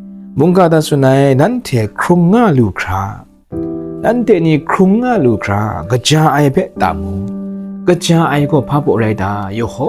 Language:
Kachin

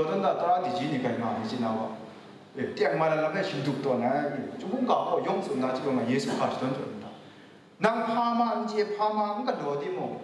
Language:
Kachin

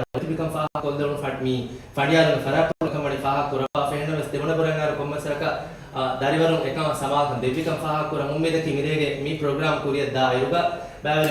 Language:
Divehi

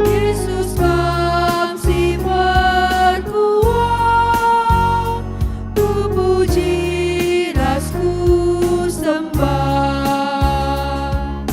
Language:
Batak Karo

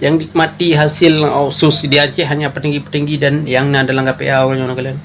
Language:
Achinese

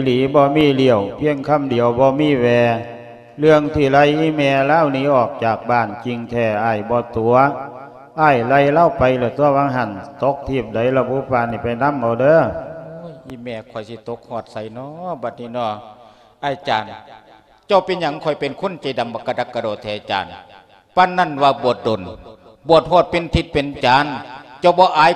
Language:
Lao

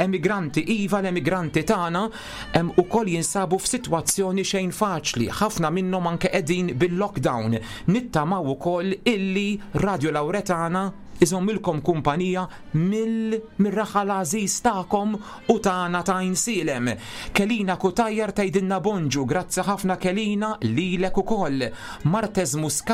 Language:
Maltese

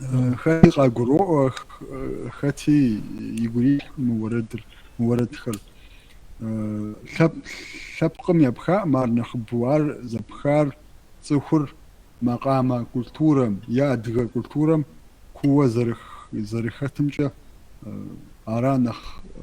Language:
Kabardian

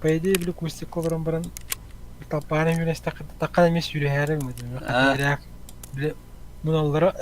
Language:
Yakut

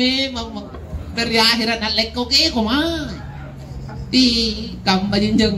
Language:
Makasar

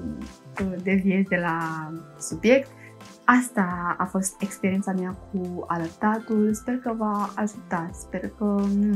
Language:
Romanian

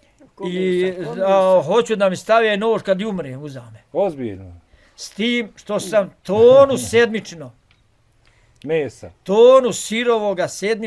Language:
Bosnian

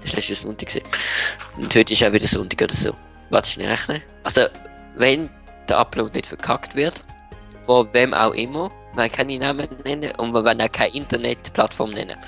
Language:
Swiss German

